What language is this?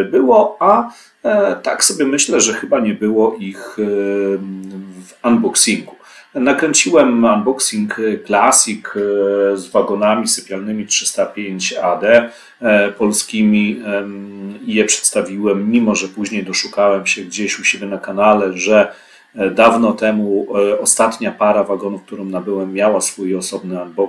Polish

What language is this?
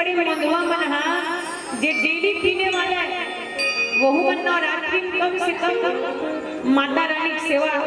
Chhattisgarhi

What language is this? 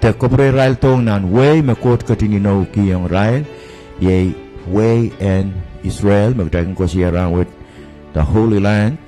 Pohnpeian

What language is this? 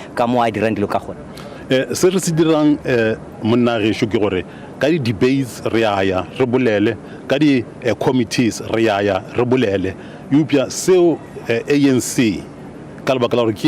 Northern Sotho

